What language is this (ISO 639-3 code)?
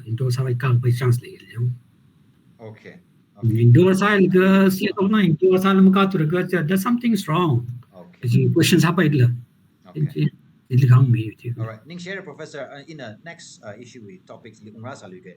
nmf